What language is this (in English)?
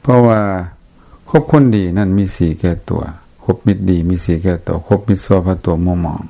Lao